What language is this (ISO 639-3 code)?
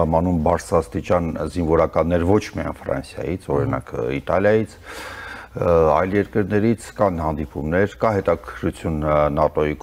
hye